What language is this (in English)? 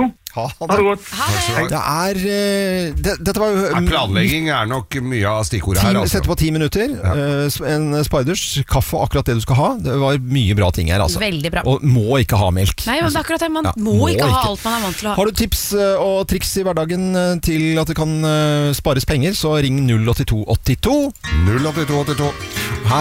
Norwegian